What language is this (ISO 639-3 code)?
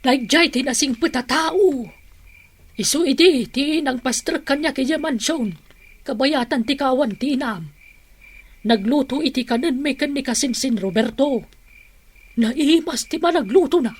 ilo